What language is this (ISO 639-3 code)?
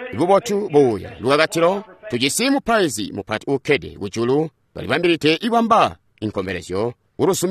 toi